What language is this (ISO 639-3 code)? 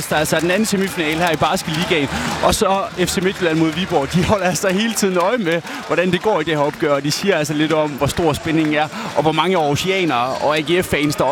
dan